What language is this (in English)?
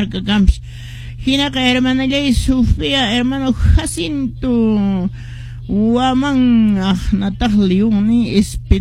Quechua